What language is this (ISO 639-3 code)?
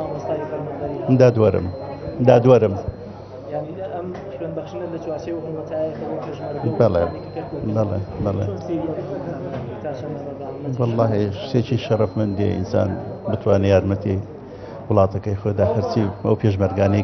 ckb